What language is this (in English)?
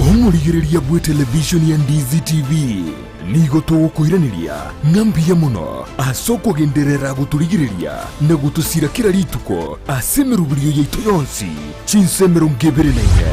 Gusii